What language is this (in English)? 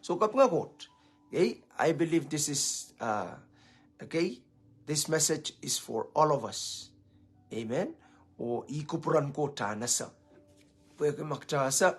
Pohnpeian